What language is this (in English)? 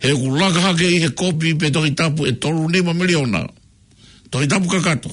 Tongan